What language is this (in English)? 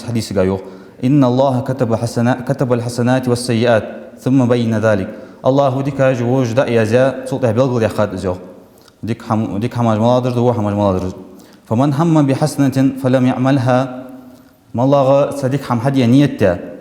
Ingush